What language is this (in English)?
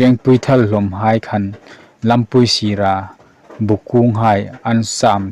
Hmar